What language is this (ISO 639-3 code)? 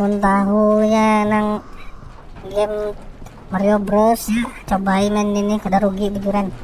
bjn